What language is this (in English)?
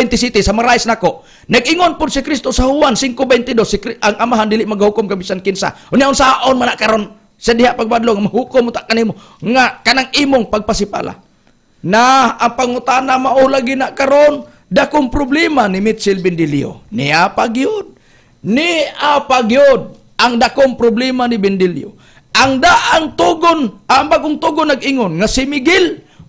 Cebuano